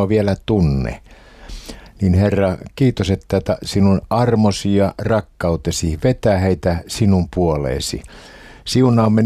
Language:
Finnish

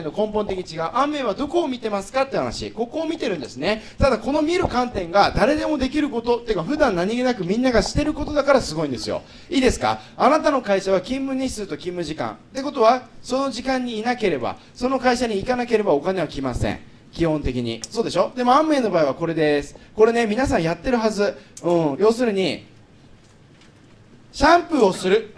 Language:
Japanese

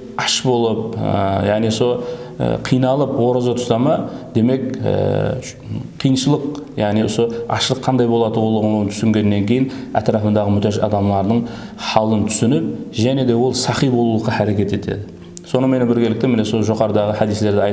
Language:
Kara-Kalpak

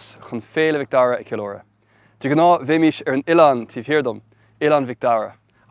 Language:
Irish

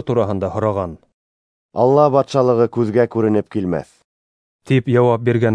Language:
Bashkir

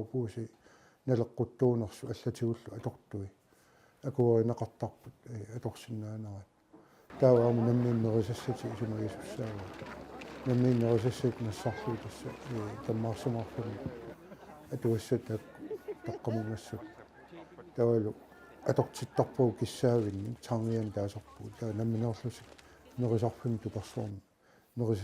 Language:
Kalaallisut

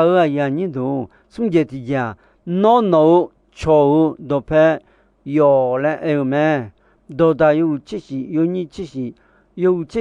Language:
Akha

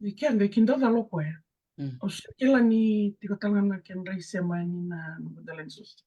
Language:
Fijian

